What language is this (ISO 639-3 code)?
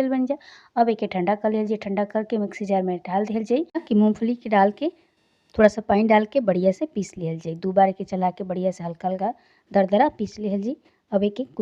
bho